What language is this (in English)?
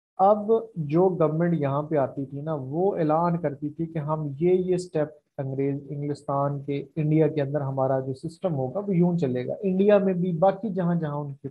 Hindi